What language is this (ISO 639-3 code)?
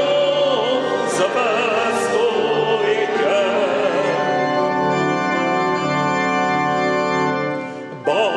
slk